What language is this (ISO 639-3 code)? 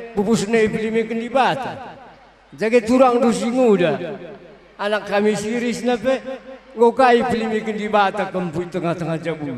btx